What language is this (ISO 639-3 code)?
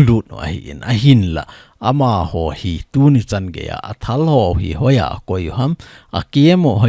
tcz